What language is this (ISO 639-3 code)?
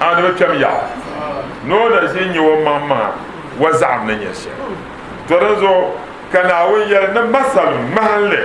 dag